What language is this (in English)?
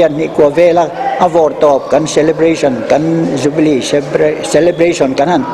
Mizo